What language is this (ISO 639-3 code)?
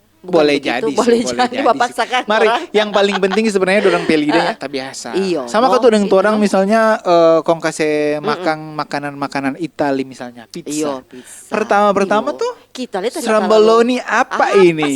xmm